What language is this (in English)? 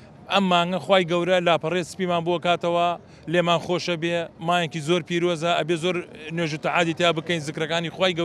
Central Kurdish